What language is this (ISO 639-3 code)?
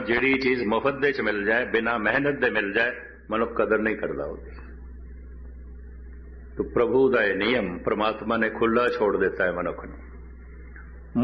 pan